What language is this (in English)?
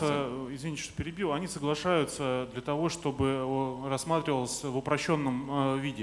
Russian